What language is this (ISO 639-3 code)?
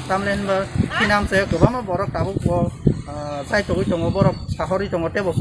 trp